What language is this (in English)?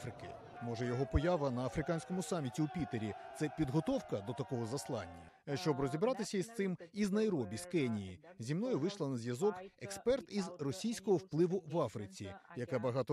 Ukrainian